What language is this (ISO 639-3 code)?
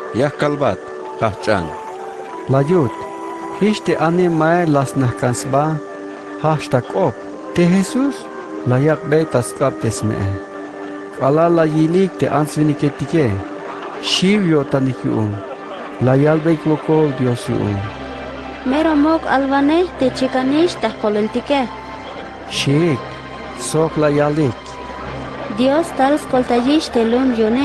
tzh